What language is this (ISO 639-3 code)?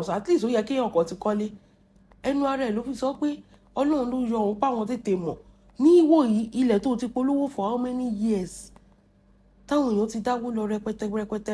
yor